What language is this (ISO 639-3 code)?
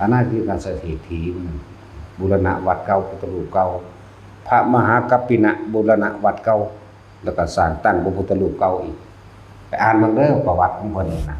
tts